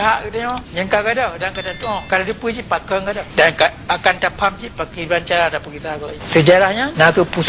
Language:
Achinese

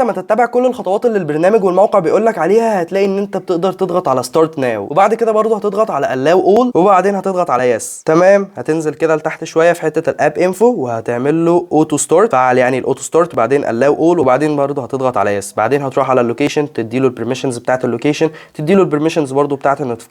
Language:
Egyptian Arabic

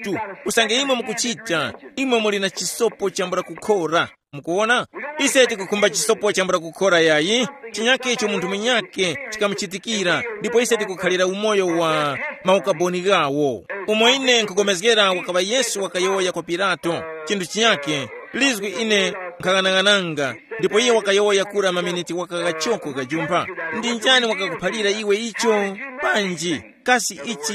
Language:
Tumbuka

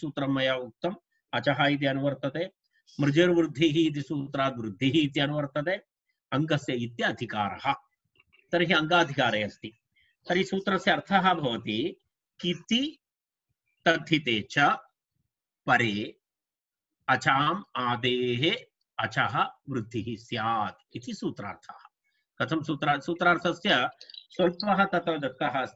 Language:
Sanskrit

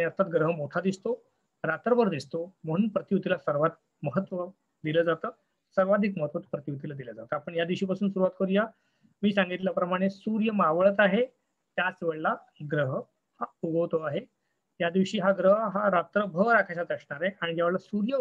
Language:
Marathi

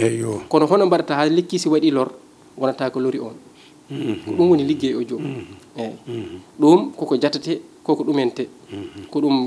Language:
Fula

